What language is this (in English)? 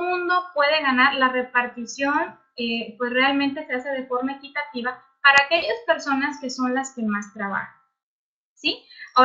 Spanish